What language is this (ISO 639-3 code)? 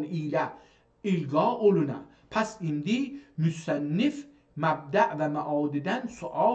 azb